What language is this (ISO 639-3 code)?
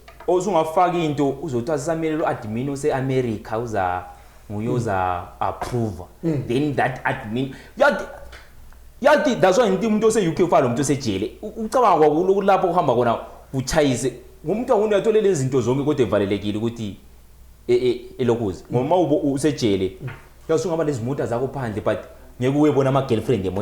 zul